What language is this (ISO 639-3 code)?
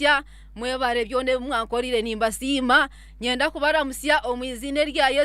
nyn